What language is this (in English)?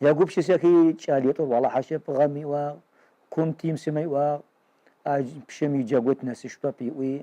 Kabardian